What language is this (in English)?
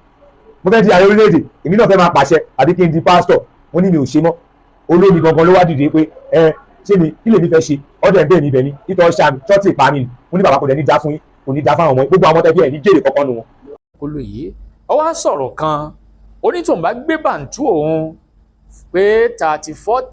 Yoruba